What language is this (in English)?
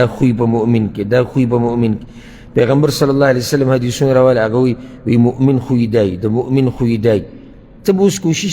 Pashto